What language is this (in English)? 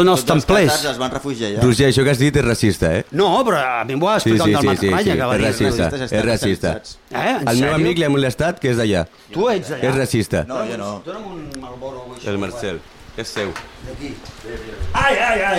Catalan